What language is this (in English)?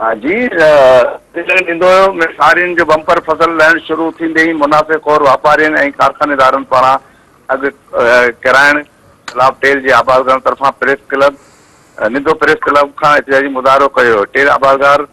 Sindhi